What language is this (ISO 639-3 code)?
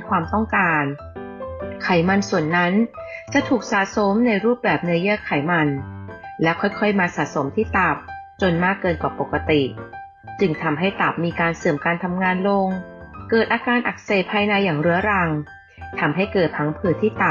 tha